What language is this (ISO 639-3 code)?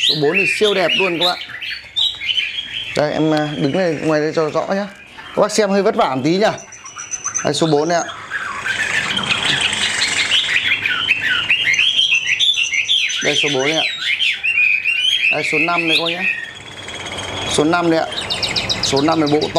vie